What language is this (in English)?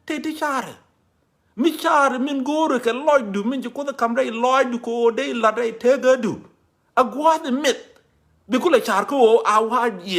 Nuer